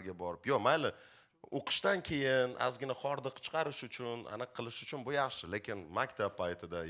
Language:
Uzbek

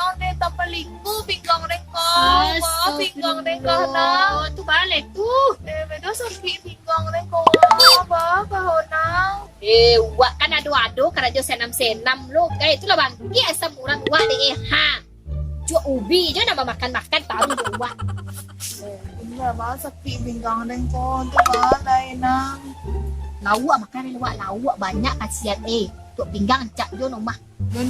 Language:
Minangkabau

